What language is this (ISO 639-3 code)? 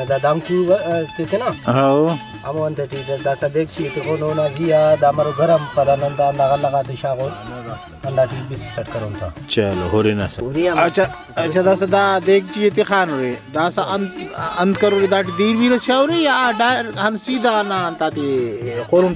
brh